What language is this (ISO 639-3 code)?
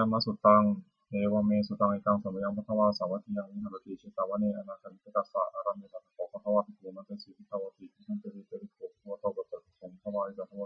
pli